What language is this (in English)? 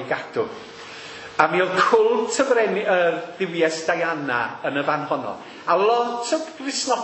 Welsh